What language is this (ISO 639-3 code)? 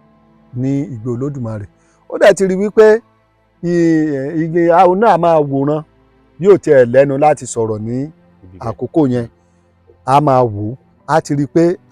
yor